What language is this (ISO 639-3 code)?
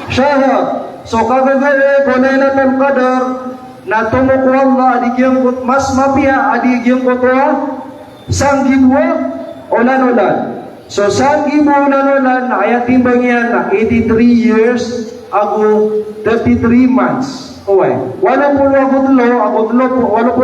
mrw